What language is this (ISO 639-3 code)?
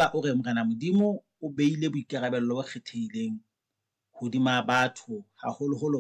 sot